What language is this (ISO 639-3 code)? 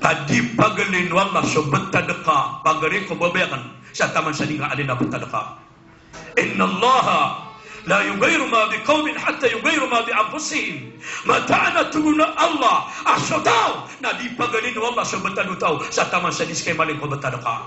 mrw